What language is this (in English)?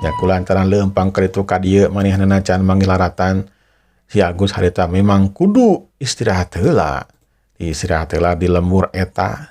Sundanese